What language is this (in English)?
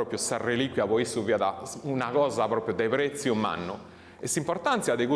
Sardinian